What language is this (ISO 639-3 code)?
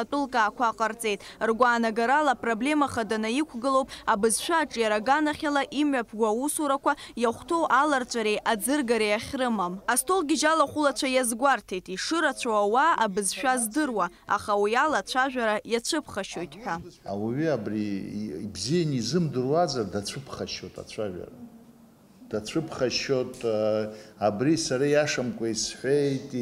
abk